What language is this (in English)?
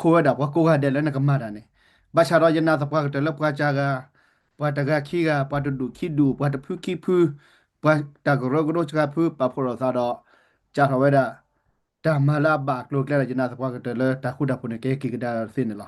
S'gaw Karen